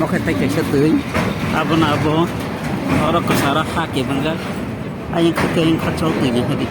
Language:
Kok Borok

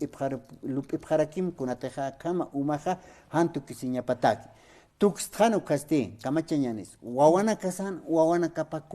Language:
Aymara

